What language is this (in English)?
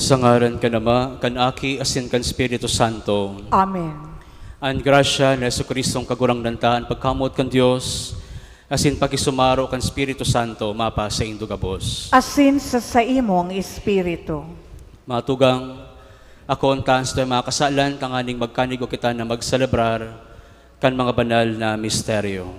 Bikol